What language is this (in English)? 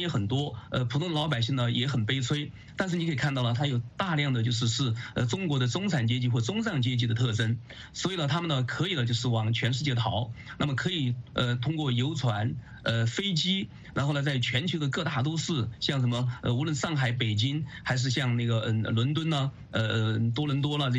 Chinese